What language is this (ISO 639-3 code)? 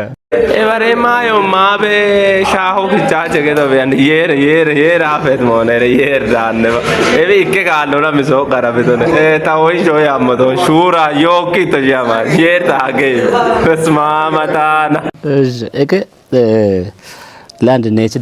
kbr